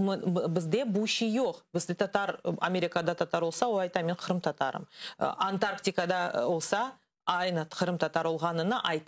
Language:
Crimean Tatar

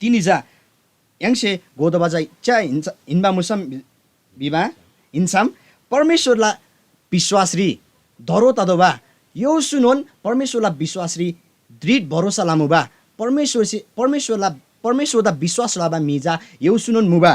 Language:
Eastern Tamang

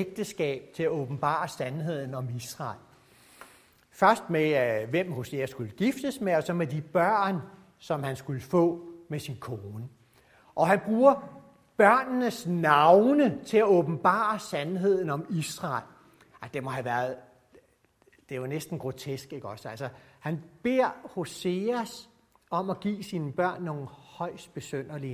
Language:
Danish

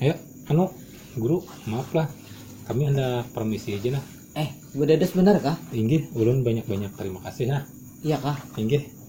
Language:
Banjar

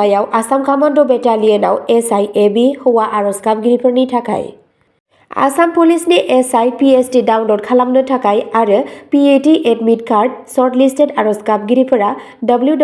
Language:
Bodo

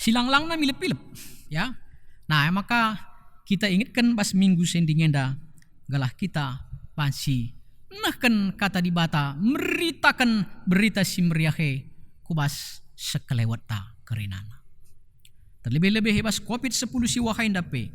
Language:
Batak Karo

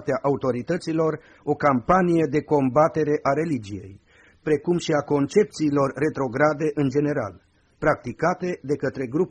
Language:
Romanian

